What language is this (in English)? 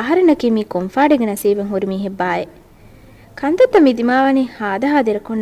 Divehi